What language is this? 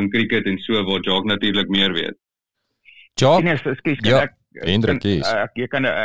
Afrikaans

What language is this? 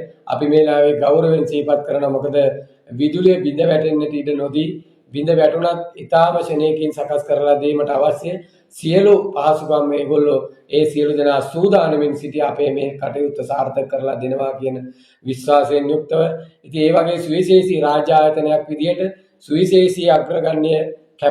Sinhala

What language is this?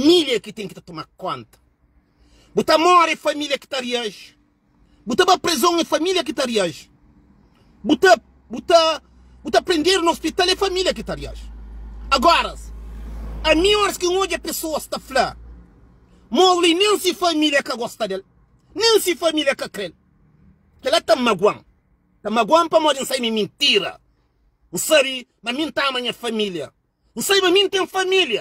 Kabuverdianu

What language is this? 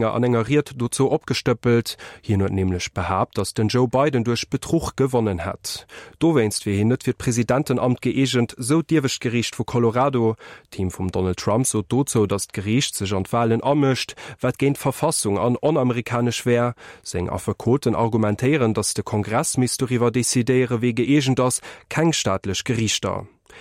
Luxembourgish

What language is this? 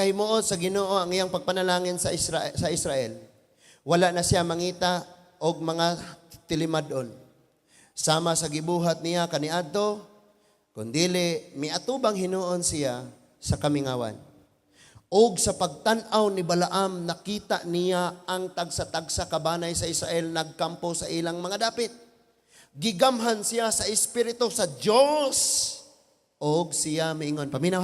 Cebuano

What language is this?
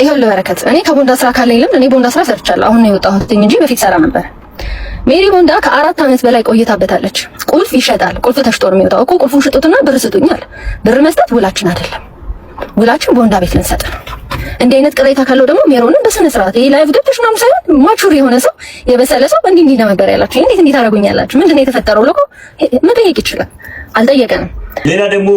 Amharic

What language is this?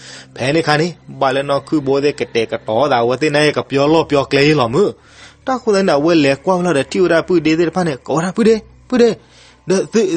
S'gaw Karen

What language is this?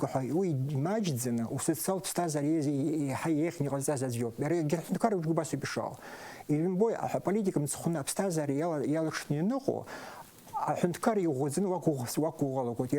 Abkhazian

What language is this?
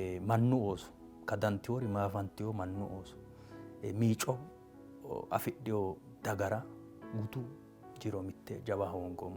Sidamo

